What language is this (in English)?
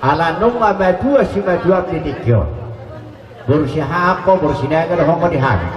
Batak Toba